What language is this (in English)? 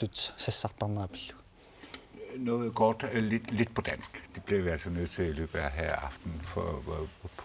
Kalaallisut